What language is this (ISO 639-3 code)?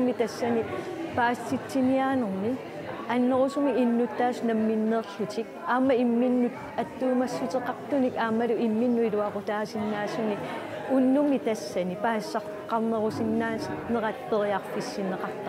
kal